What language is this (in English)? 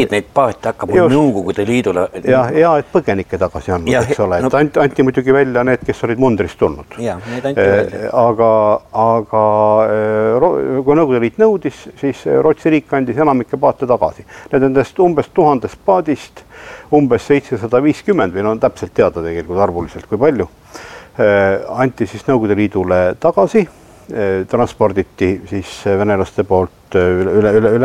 Estonian